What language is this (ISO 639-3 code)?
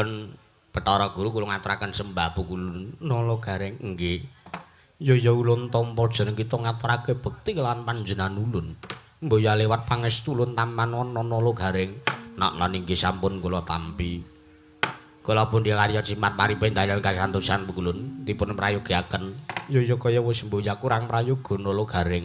jav